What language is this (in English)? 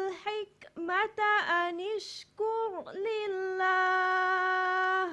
Divehi